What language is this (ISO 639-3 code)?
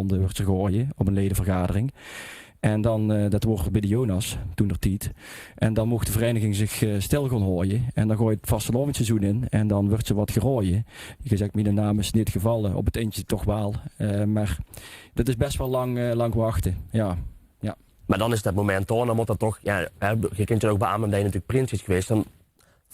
lim